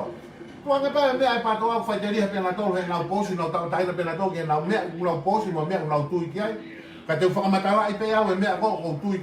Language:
Tongan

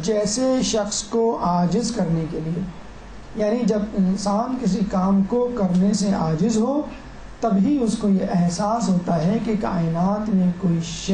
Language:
Urdu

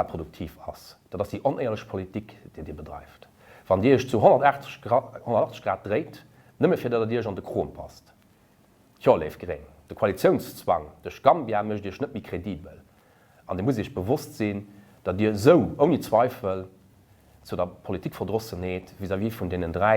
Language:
Luxembourgish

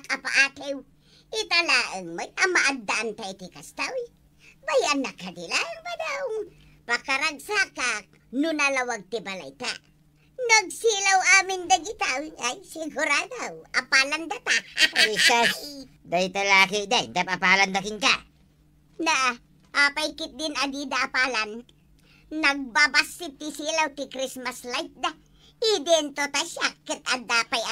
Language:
Iloko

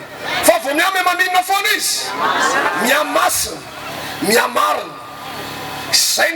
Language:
Malagasy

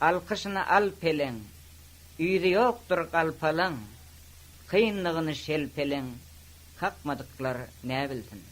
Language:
Turkmen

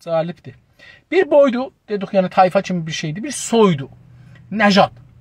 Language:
South Azerbaijani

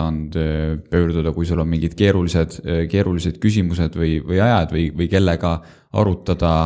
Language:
Estonian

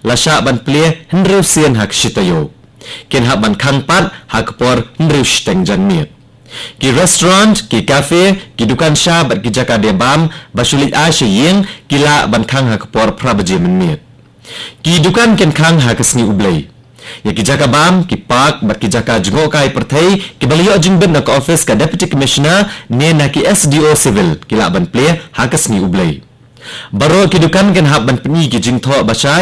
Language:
Khasi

